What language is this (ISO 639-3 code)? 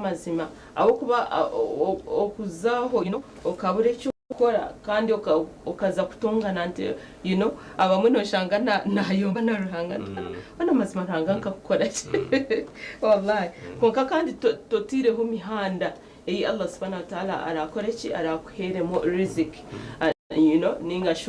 nyn